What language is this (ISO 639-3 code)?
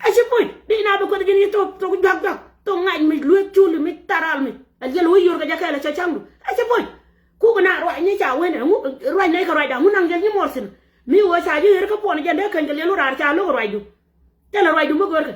nus